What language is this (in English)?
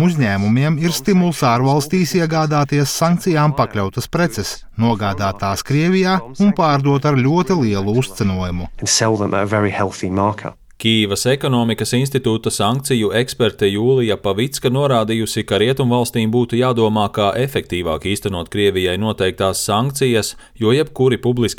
Latvian